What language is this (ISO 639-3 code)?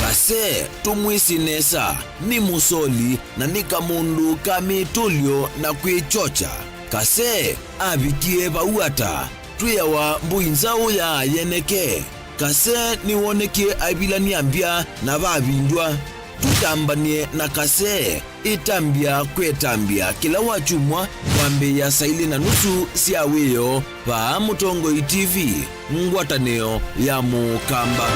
kam